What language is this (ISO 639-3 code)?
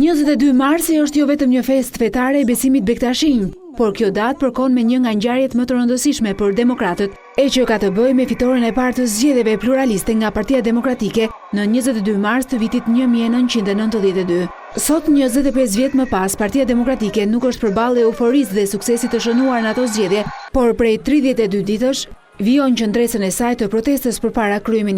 sqi